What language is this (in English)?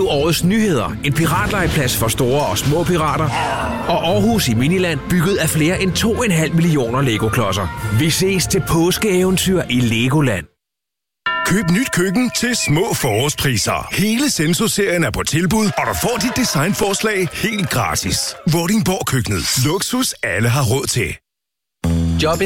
Danish